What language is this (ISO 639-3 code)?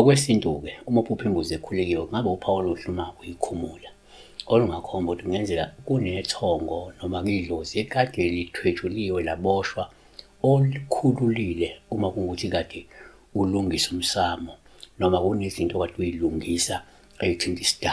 zul